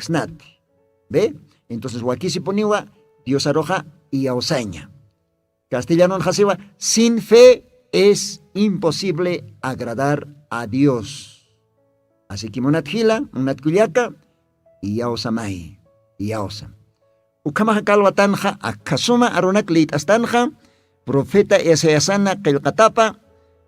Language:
Aymara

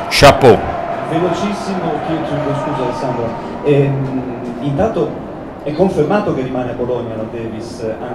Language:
Italian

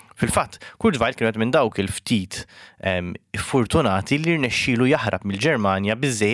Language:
Maltese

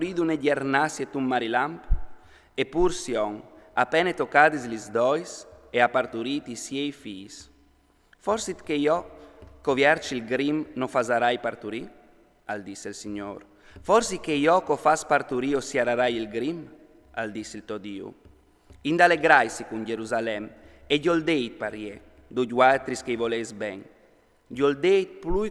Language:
Friulian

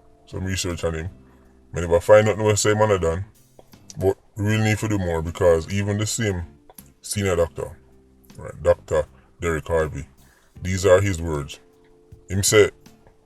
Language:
Jamaican Creole English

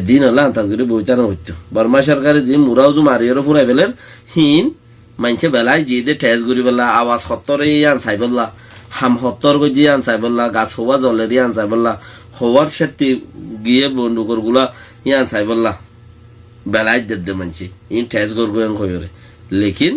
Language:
Rohingya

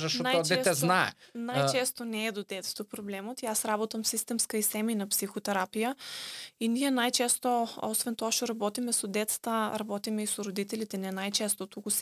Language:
Macedonian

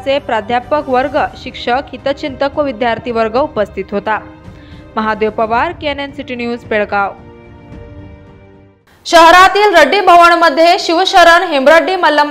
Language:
Marathi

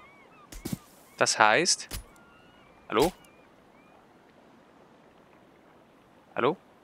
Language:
German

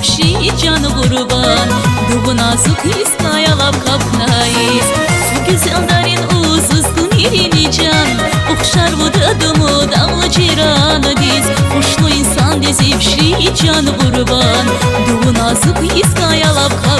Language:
Tabassaran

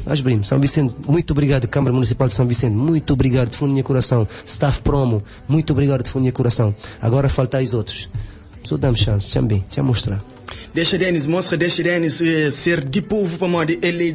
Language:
Kabuverdianu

